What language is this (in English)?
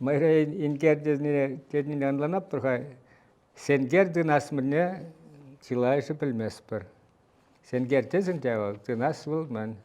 Chuvash